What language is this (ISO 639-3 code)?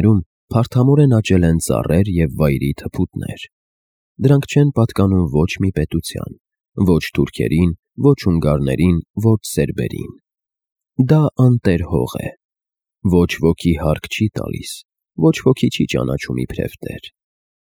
hye